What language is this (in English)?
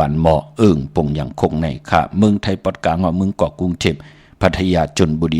Shan